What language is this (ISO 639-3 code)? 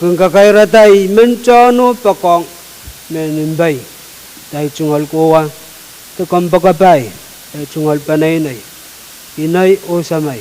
pon